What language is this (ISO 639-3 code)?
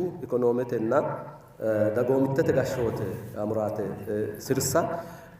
sid